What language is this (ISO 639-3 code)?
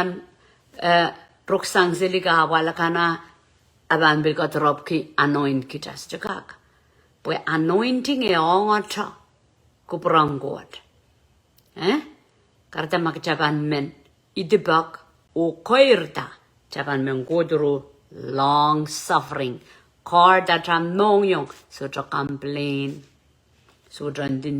pon